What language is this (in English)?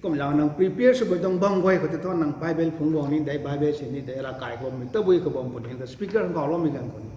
Rongmei Naga